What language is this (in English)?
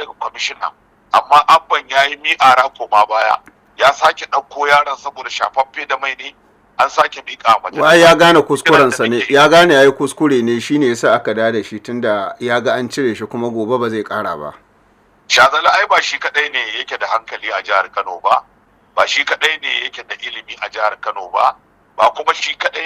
Hausa